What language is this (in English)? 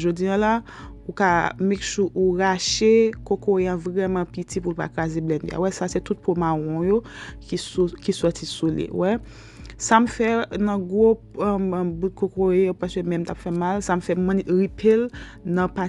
Haitian Creole